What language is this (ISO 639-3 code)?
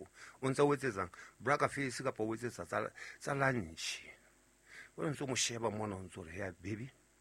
sot